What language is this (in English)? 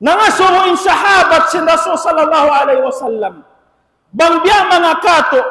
Tausug